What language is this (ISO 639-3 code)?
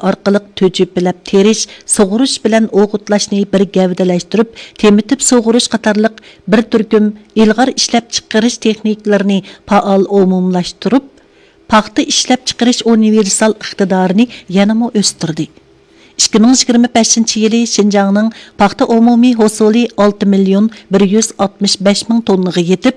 uig